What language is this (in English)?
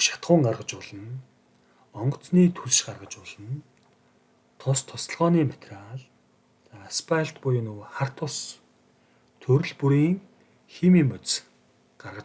Mongolian